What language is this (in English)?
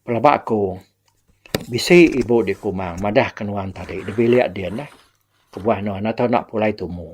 Iban